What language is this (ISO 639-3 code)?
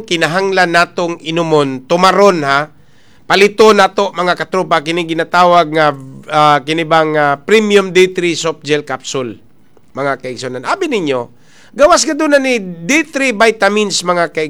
ceb